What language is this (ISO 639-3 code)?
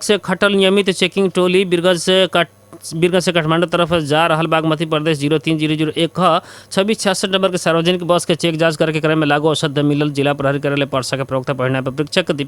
bho